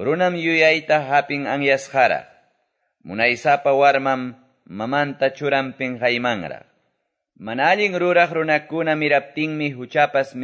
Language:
Quechua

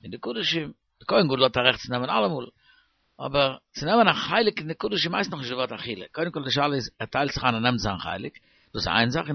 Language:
Yiddish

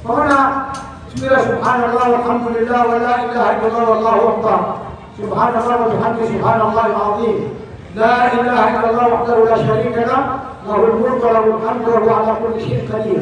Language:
Maranao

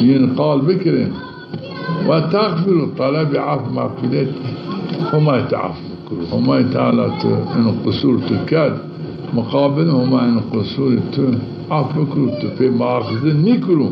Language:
Zaza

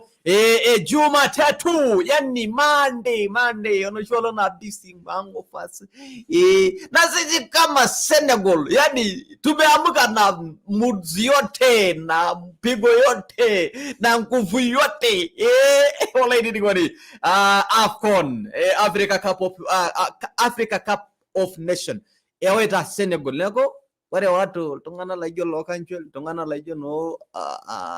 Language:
Masai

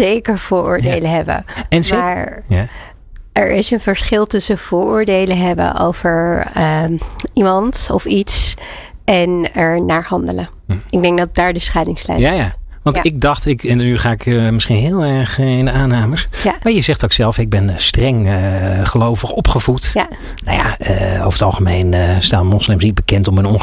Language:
Dutch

